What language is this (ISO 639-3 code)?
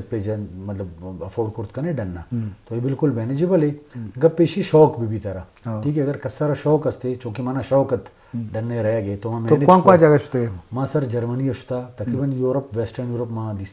bal